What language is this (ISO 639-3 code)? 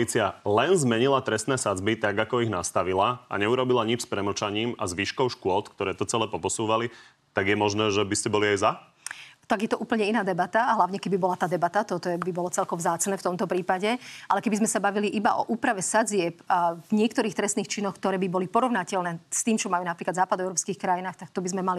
slk